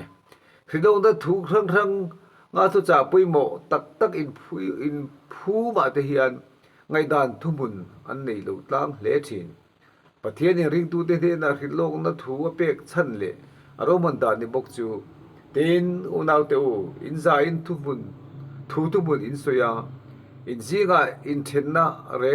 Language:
Mizo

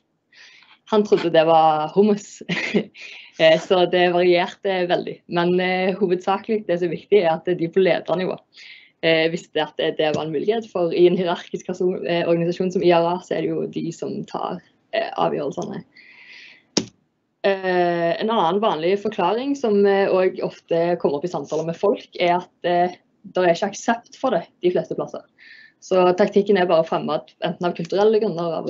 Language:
Norwegian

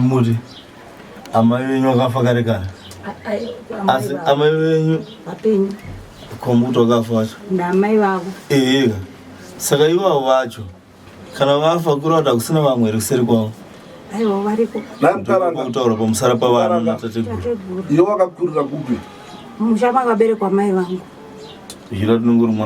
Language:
Shona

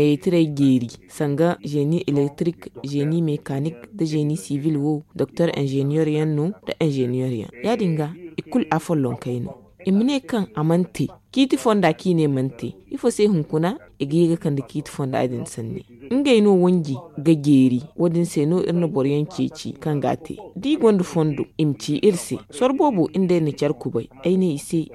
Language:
Zarma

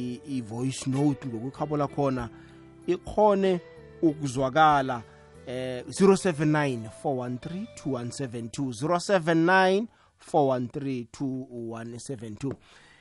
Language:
South Ndebele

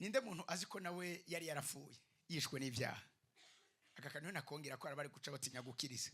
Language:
Rundi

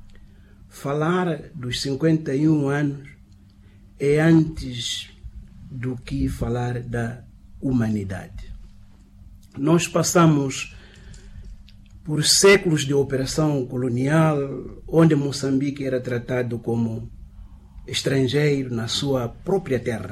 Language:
Portuguese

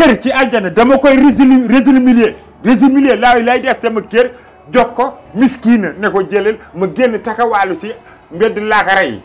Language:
Wolof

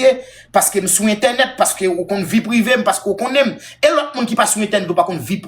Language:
Haitian Creole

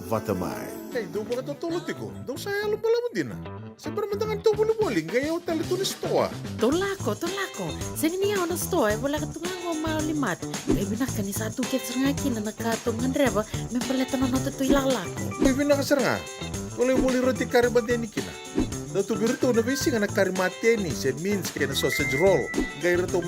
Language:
Fijian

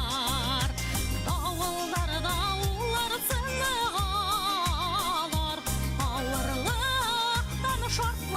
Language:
Bashkir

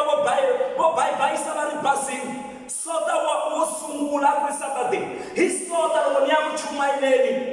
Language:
Tsonga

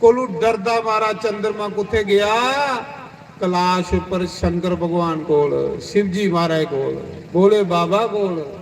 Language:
Dogri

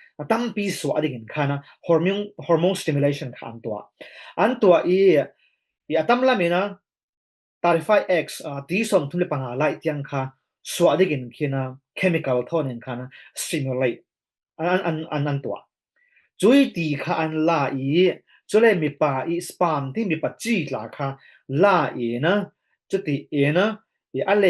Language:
Falam Chin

